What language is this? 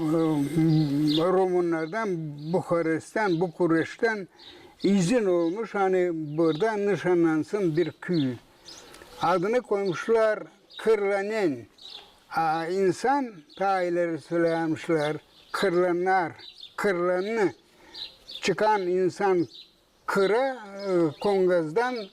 Gagauz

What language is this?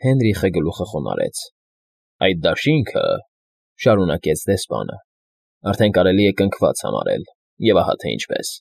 Armenian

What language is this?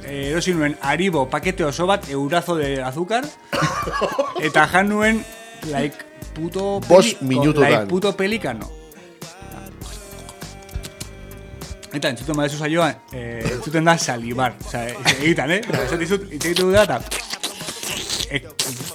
Basque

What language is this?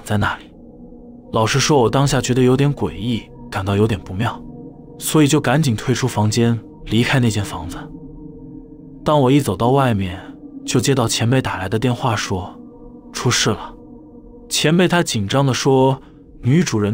Chinese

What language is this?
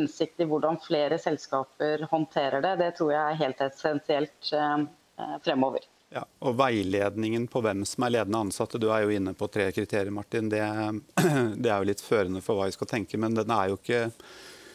Norwegian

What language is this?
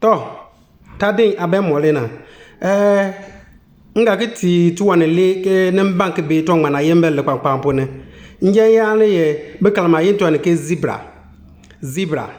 Konkomba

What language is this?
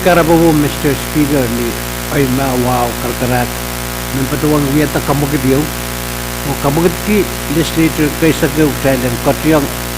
Pohnpeian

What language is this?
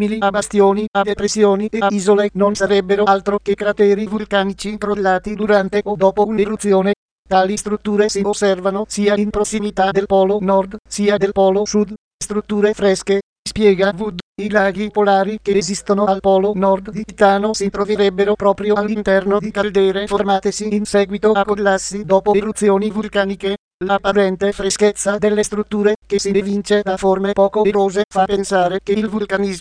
Italian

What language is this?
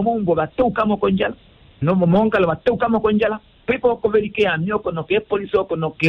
Kuanyama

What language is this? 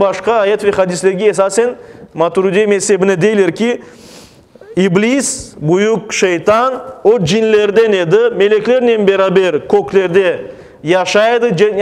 Crimean Tatar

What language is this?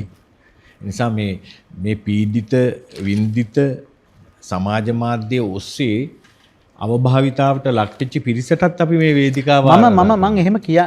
Sinhala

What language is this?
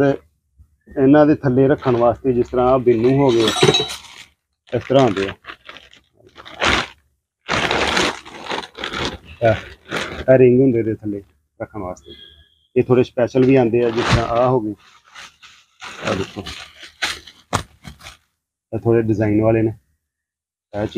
Punjabi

